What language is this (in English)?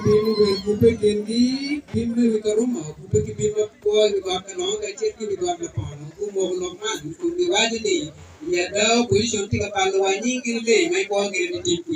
Acoli